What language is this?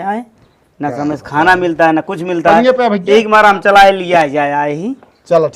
Awadhi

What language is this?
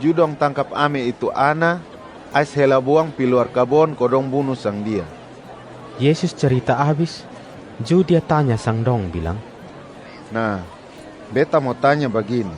Kupang Malay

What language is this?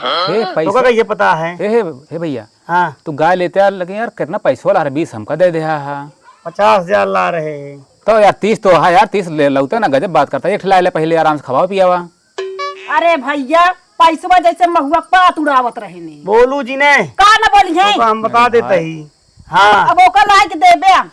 Awadhi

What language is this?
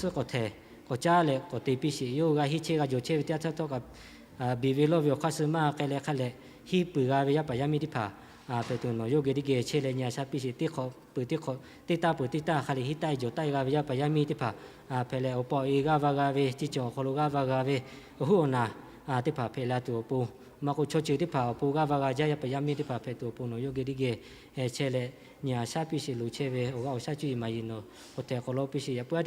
Lahu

